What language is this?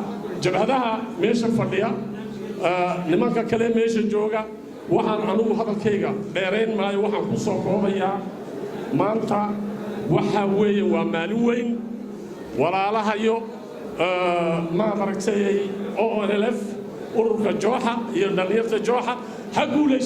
Somali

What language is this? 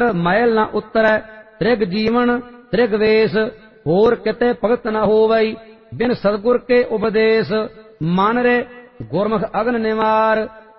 Punjabi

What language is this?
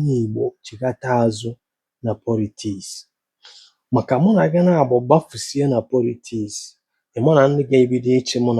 Igbo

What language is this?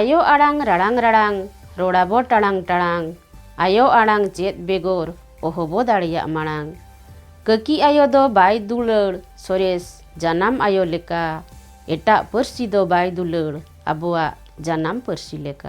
Santali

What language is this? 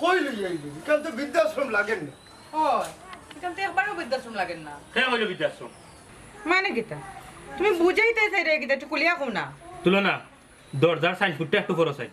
Sylheti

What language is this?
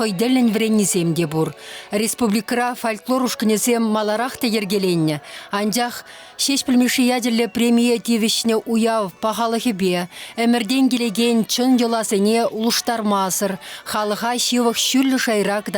Chuvash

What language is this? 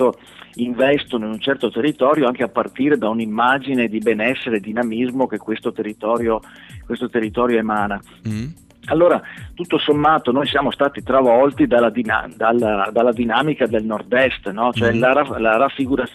Italian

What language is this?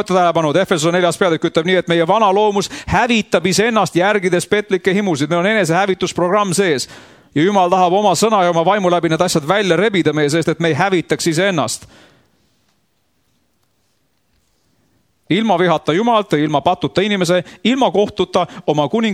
Estonian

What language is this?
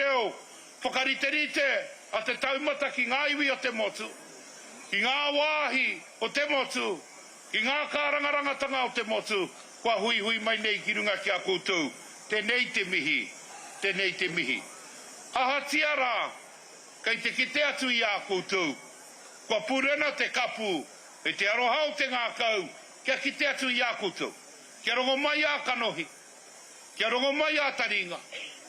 Māori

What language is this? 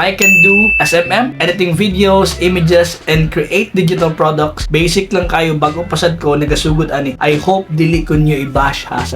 Cebuano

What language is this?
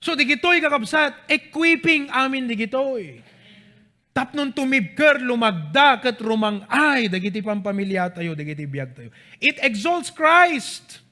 Iloko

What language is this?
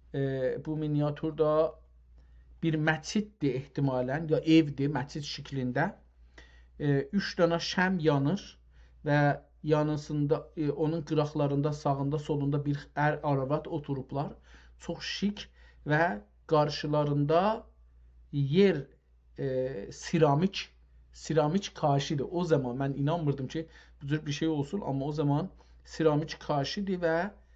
South Azerbaijani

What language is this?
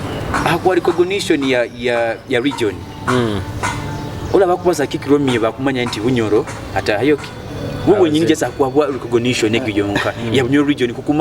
Nyoro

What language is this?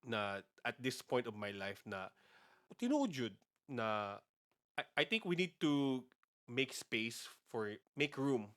Cebuano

